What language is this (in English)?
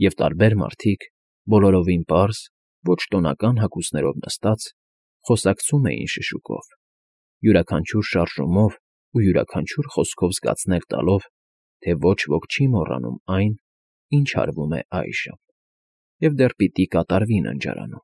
Armenian